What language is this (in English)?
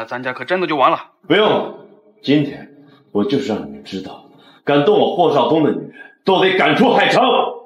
Chinese